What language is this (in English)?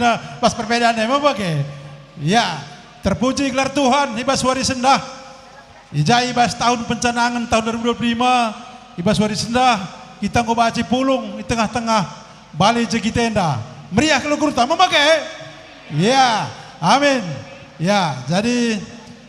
Batak Karo